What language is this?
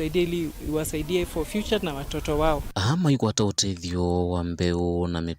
Kamba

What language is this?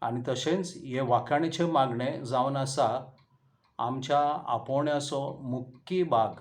Konkani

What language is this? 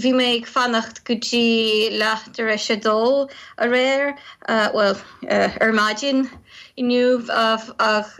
Irish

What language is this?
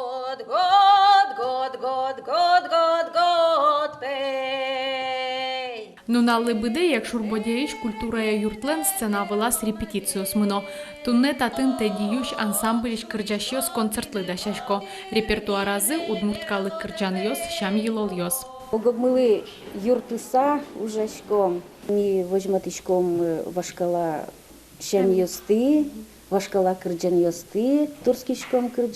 Udmurt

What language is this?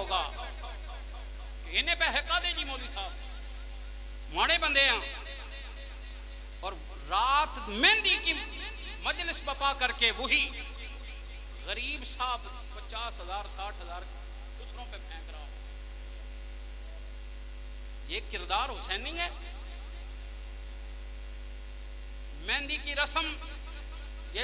Urdu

